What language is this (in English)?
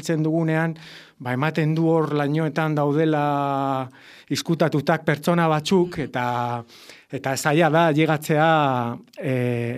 Basque